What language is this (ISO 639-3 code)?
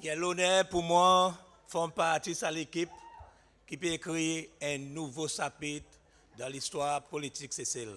crs